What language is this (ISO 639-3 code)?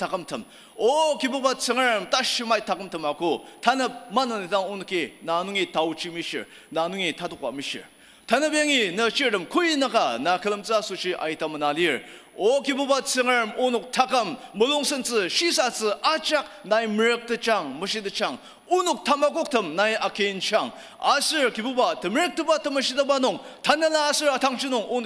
njo